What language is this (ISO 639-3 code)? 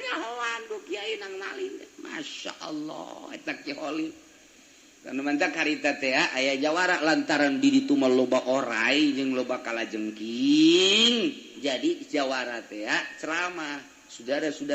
sun